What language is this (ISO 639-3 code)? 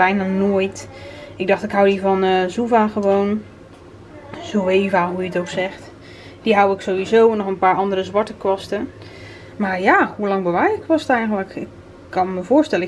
nld